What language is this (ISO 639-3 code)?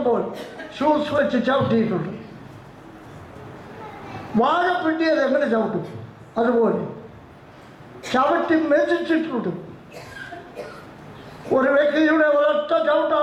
mal